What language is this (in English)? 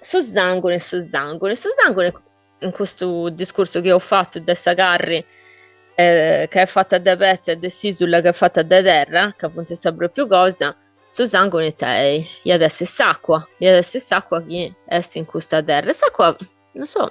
Sardinian